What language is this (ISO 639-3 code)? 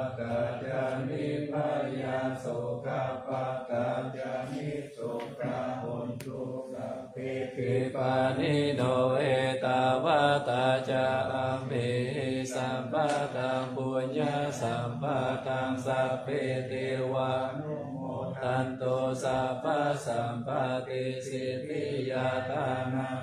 pli